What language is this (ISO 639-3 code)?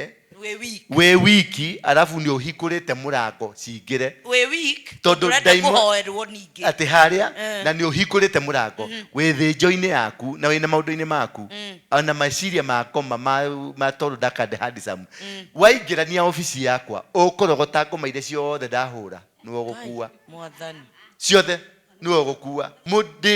kik